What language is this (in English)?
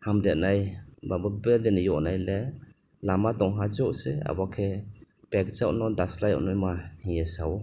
Riang (India)